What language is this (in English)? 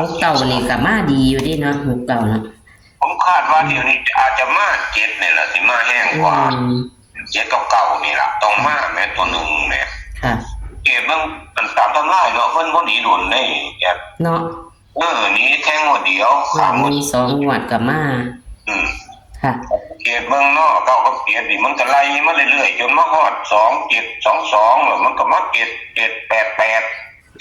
Northeastern Thai